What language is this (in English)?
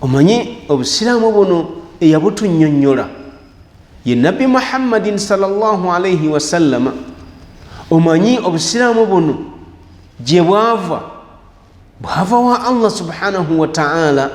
Ganda